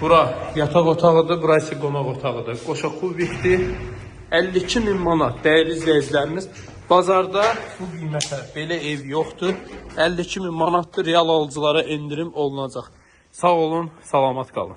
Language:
Azerbaijani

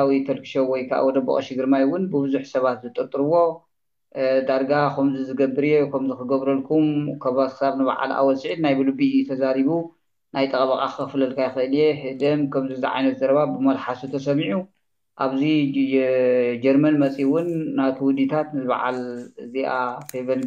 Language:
Tigrinya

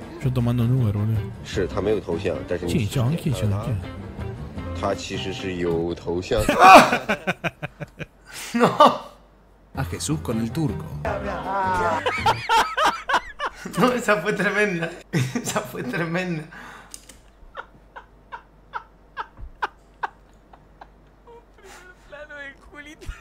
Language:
Spanish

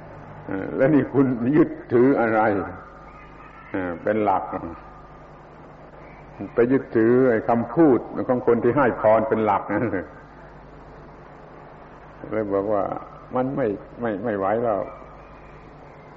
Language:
Thai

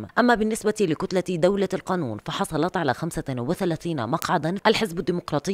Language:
Mesopotamian Arabic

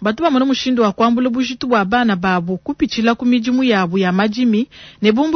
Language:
Luba-Lulua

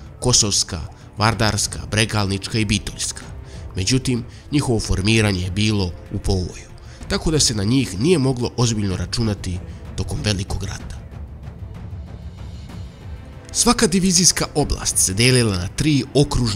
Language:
Serbian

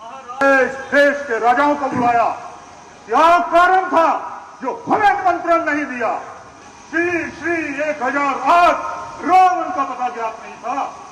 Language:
Dogri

